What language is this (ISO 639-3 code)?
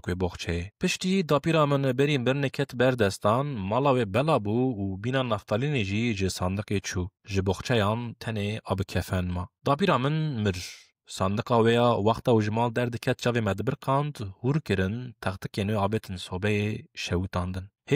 kur